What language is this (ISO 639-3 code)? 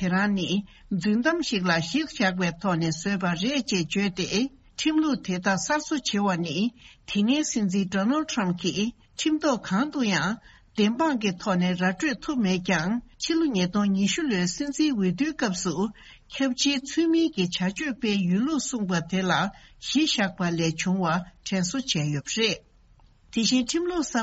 bod